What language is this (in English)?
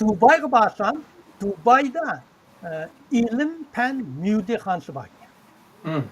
Uyghur